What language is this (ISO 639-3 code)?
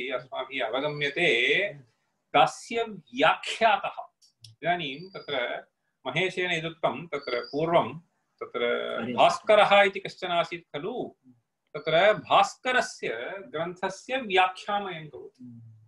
san